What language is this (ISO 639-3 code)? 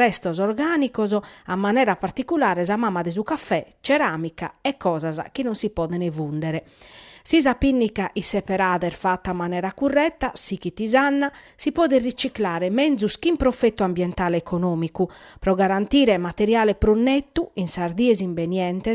srd